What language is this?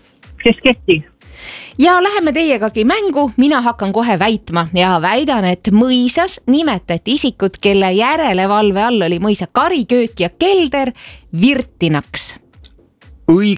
Estonian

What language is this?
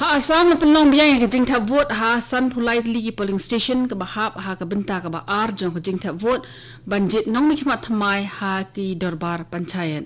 Khasi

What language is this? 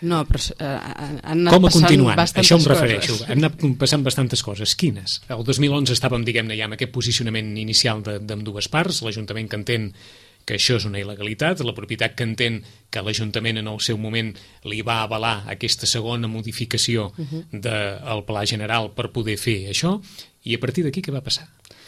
Catalan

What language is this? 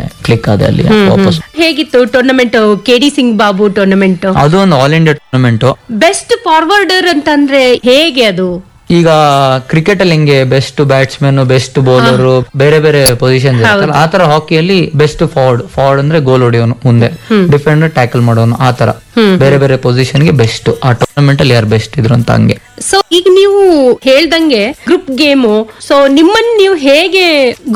Kannada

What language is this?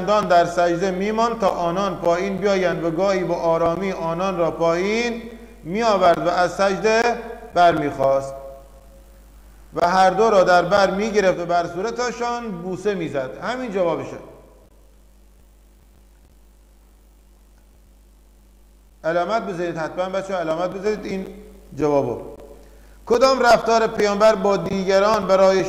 Persian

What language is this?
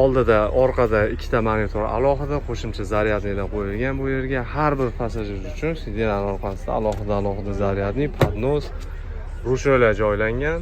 Uzbek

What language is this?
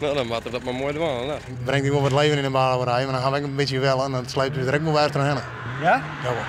Western Frisian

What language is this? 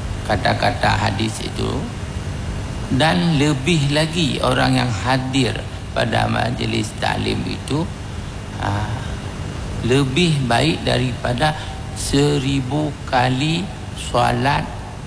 Malay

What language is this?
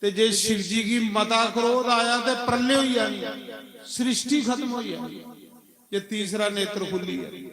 Dogri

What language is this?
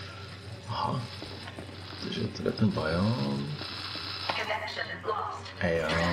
Czech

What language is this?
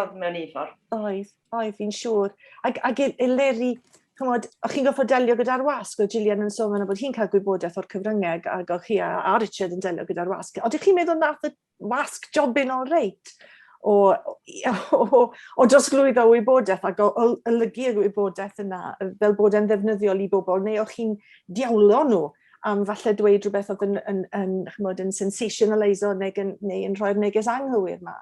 Welsh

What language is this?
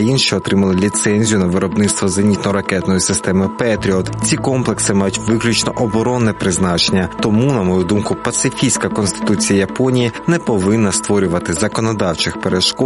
Ukrainian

